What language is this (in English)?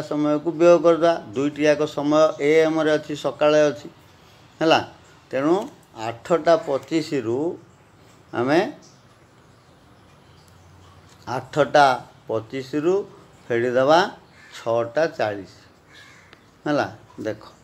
Odia